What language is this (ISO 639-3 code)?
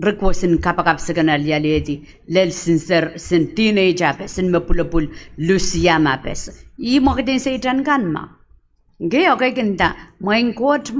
pon